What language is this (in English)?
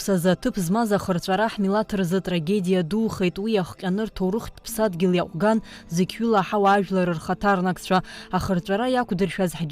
Abkhazian